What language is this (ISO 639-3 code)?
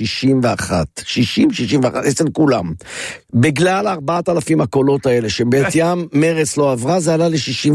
heb